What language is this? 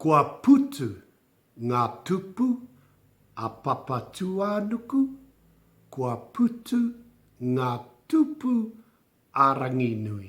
Māori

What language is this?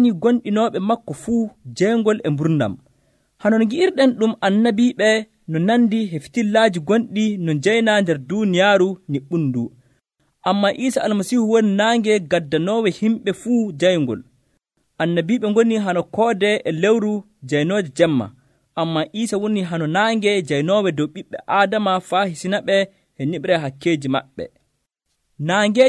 Nigerian Fulfulde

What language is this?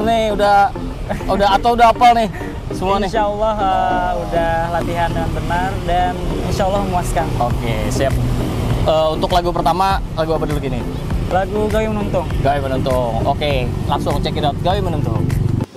Banjar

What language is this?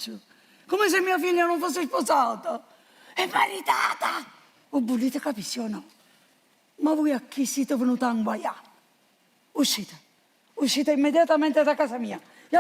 Neapolitan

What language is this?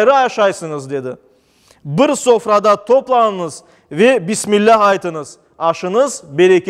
Crimean Tatar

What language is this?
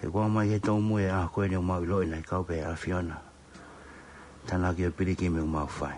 Tongan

